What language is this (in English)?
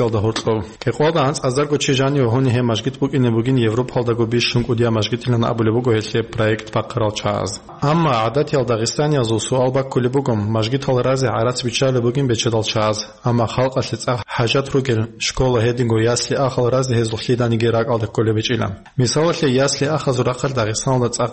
Avaric